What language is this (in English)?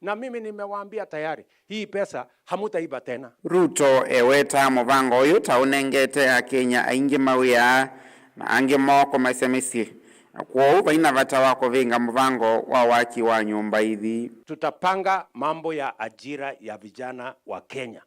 Kamba